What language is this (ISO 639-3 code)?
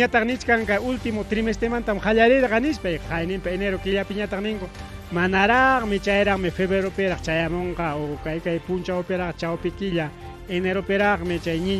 quy